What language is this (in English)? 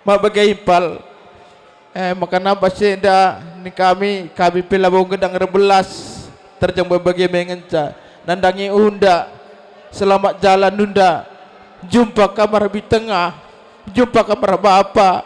Batak Karo